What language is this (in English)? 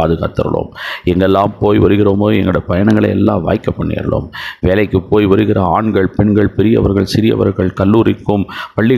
Tamil